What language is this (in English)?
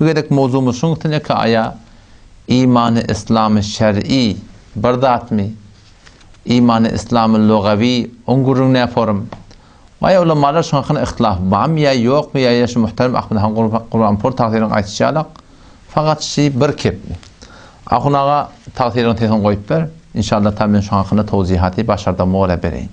Turkmen